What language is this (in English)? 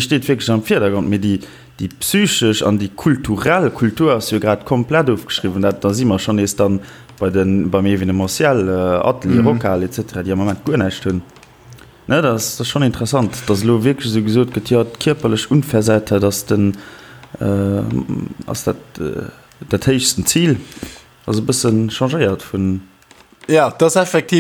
Luxembourgish